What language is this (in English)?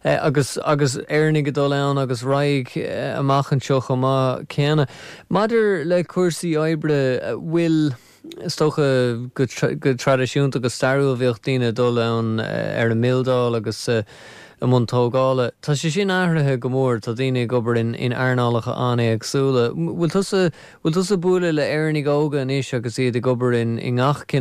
Irish